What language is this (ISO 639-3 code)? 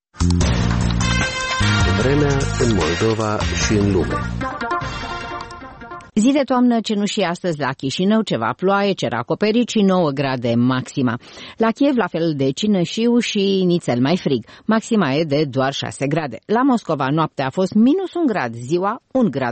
ron